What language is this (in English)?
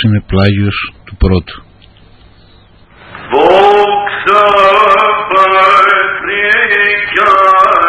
Greek